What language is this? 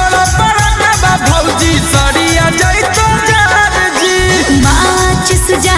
Bhojpuri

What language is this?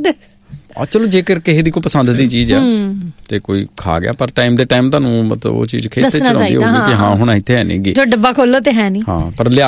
Punjabi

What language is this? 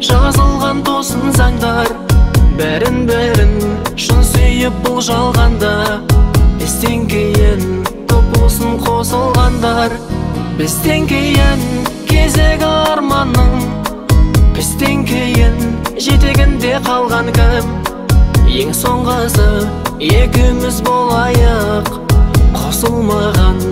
Kazakh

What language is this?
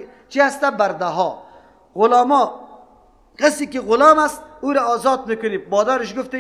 Persian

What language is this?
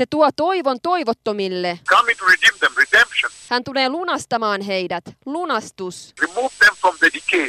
Finnish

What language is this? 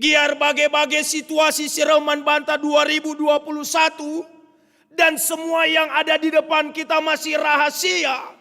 Batak Karo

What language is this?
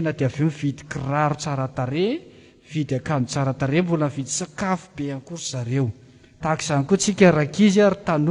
Malagasy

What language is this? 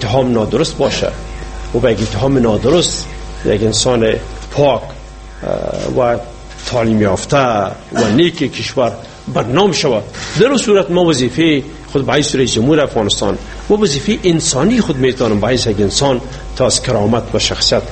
Persian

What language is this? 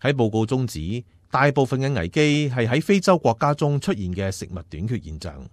Cantonese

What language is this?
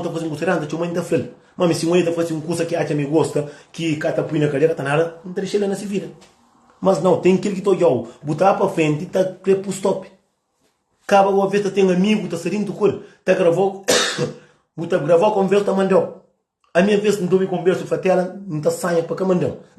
Kabuverdianu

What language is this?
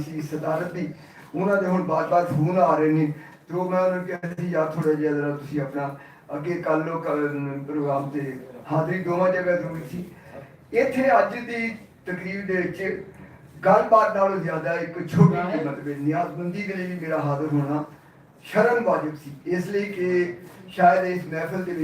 Western Panjabi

